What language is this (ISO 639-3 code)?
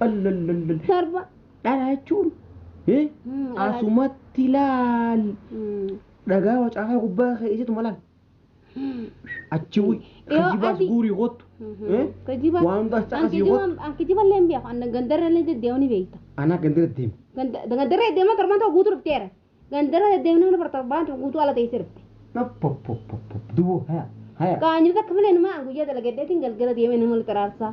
orm